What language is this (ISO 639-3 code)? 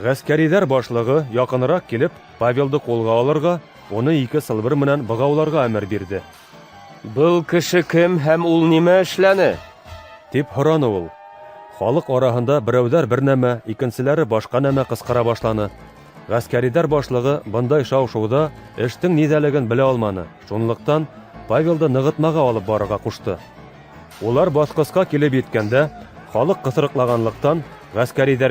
bak